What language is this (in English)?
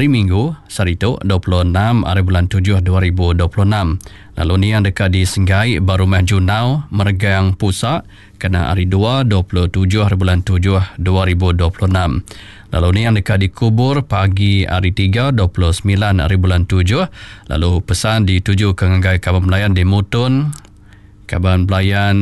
Iban